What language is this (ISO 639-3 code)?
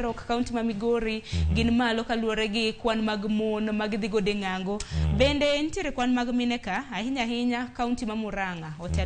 luo